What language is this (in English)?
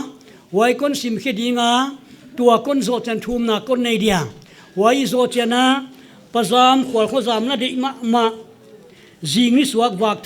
Paite Chin